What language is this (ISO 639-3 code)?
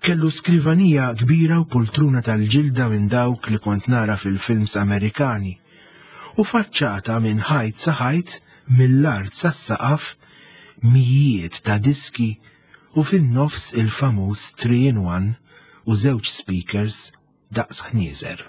mlt